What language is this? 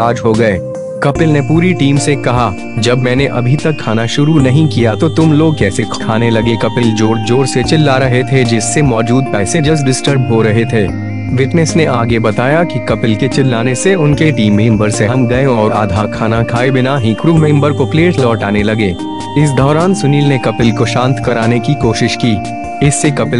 Hindi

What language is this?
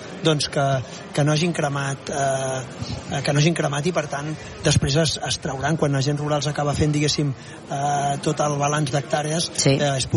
Catalan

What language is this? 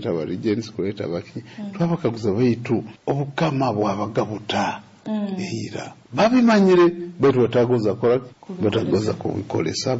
Nyoro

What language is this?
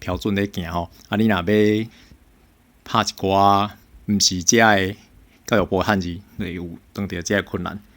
Min Nan Chinese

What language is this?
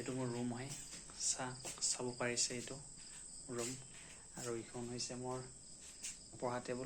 Assamese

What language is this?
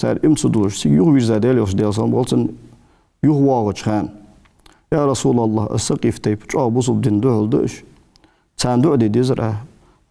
Ingush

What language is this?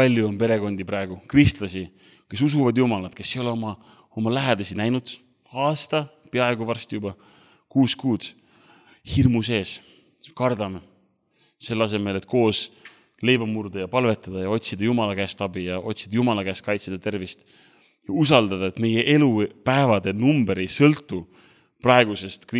Estonian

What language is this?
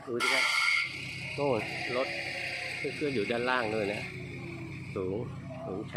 Thai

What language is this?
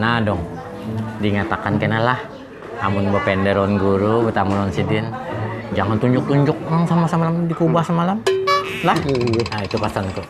Banjar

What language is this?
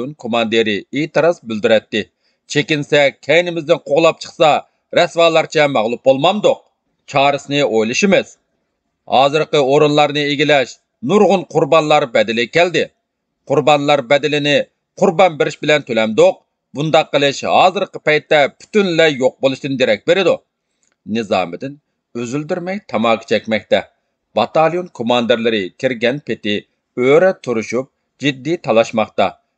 Uyghur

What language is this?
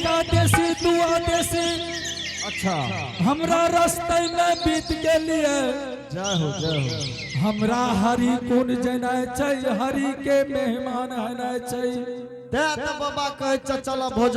Angika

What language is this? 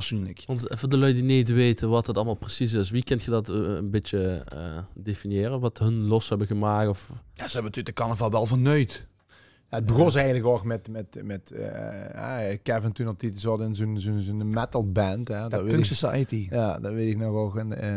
Limburgish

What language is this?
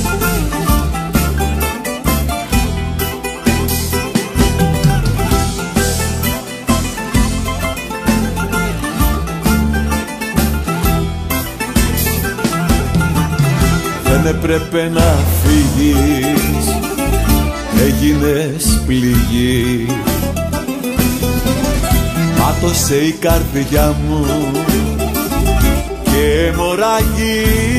Greek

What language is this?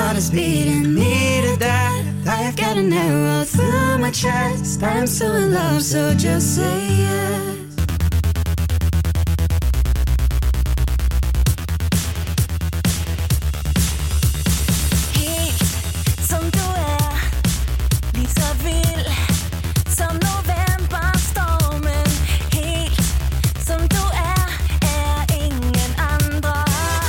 Danish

